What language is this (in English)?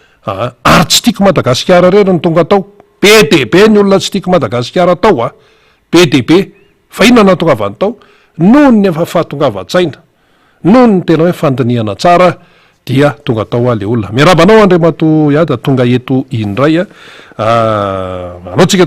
Malagasy